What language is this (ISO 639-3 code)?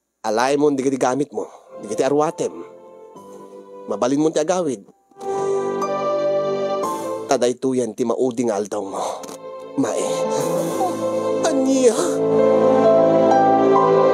ilo